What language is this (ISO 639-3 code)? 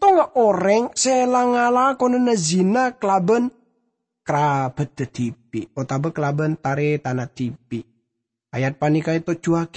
mad